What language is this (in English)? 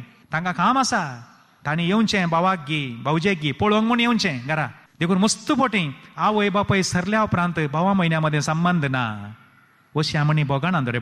Konkani